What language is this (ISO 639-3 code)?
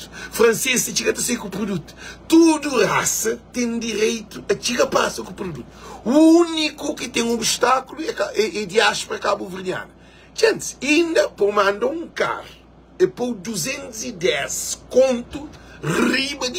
kea